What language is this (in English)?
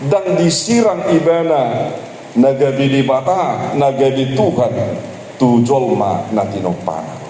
Batak Toba